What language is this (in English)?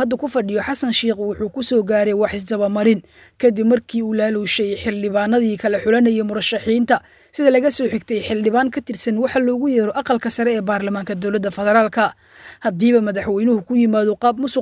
Somali